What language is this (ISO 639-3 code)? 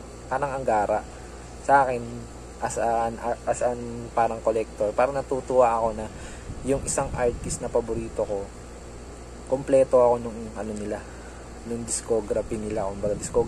fil